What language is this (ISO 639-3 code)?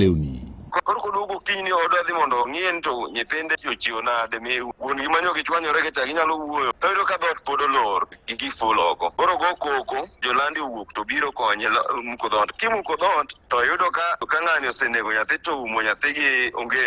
luo